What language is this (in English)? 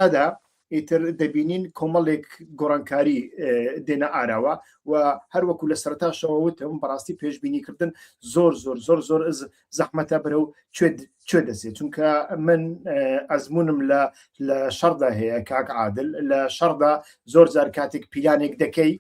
Central Kurdish